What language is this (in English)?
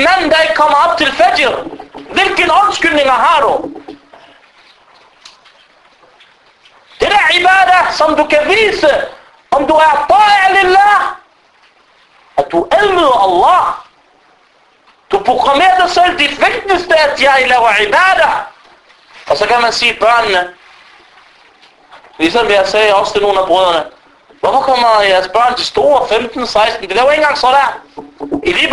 Danish